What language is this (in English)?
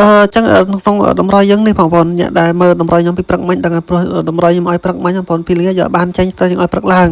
Khmer